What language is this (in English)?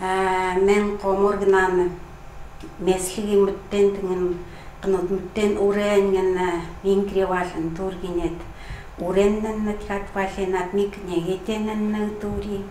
Chukot